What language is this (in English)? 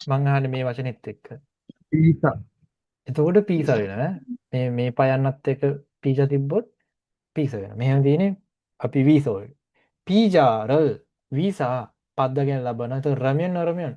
Sinhala